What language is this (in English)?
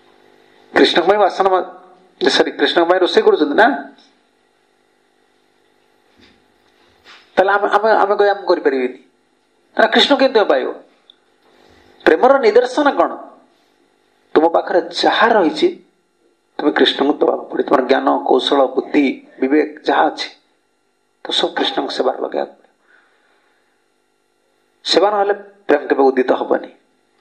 Odia